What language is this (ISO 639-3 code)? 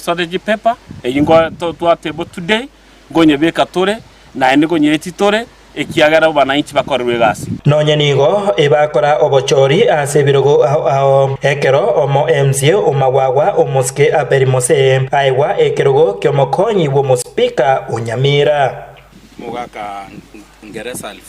guz